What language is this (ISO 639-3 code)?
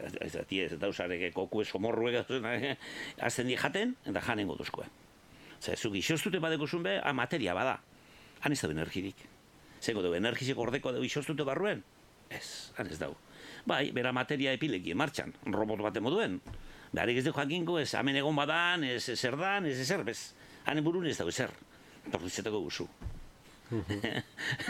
eus